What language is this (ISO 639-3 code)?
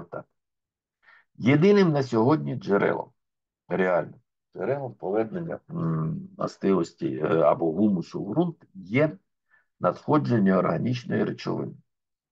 ukr